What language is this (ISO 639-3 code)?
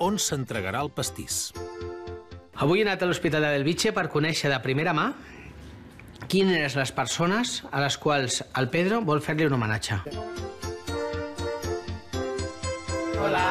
cat